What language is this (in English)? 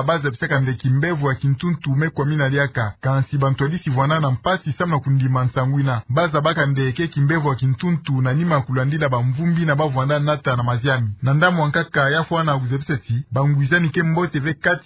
Kituba (Democratic Republic of Congo)